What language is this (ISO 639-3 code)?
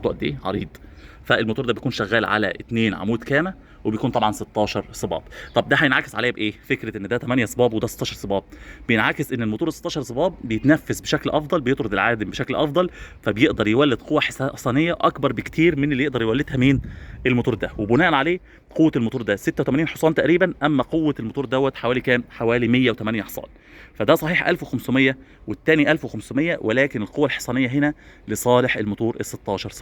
arz